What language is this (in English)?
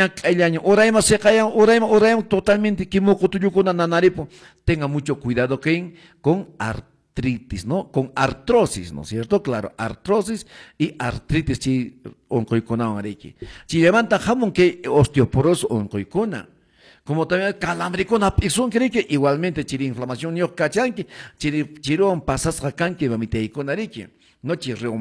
Quechua